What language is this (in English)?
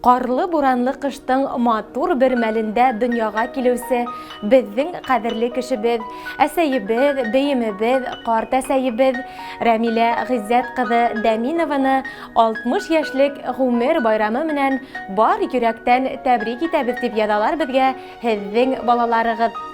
Bashkir